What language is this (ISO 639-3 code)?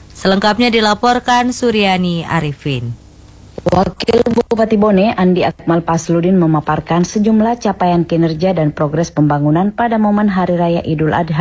ind